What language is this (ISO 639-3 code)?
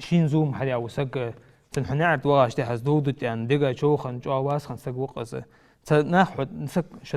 inh